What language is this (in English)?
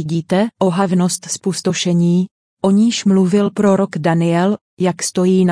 Czech